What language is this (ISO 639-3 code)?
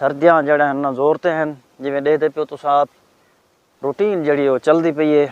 skr